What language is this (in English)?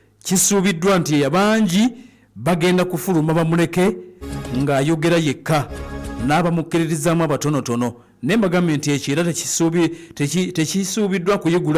Ganda